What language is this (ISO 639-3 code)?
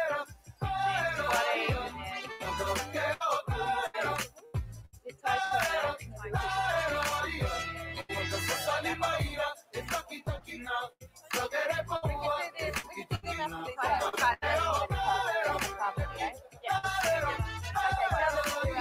mri